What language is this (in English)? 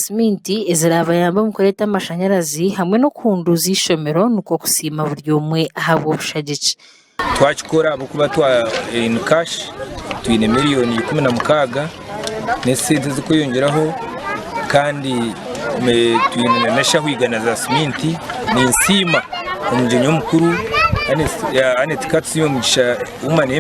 Nyankole